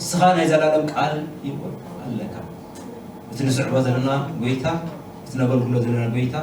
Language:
Tigrinya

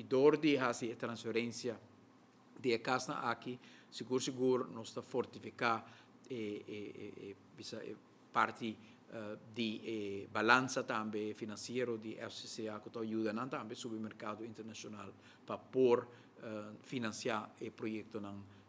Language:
Papiamento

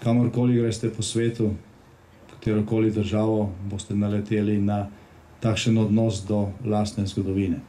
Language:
Slovenian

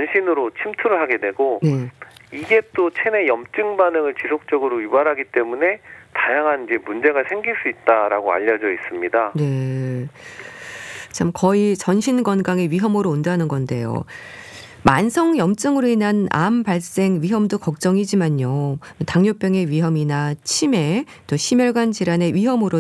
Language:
Korean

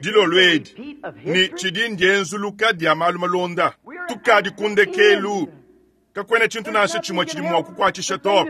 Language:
Luba-Lulua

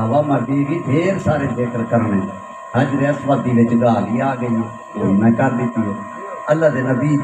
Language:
Saraiki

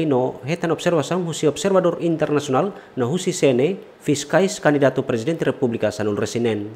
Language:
Tetum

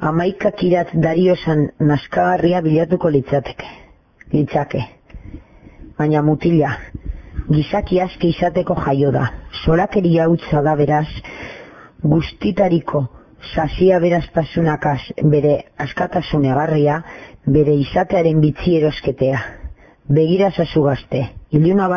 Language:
Basque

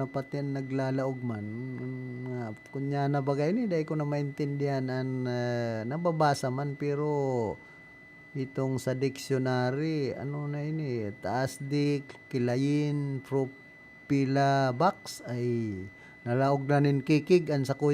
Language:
Bikol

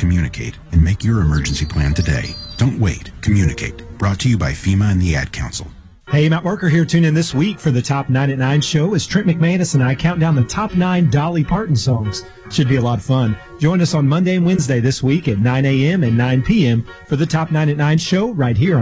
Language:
English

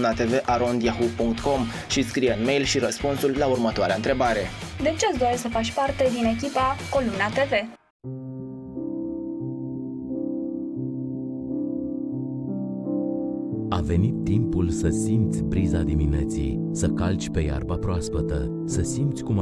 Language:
Romanian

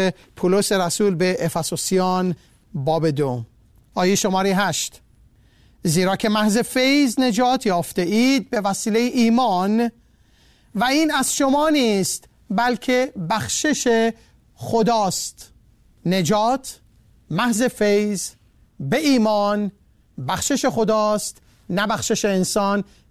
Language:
Persian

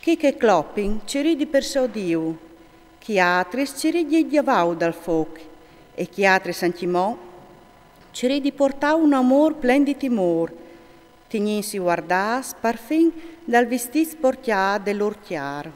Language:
Friulian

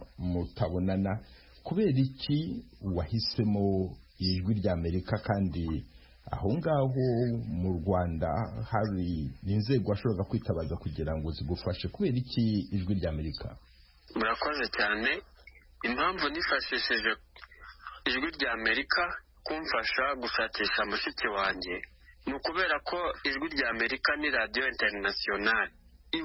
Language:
Kinyarwanda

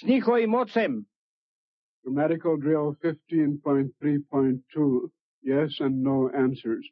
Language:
Serbian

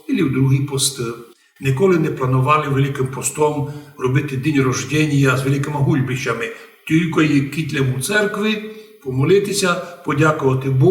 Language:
Rusyn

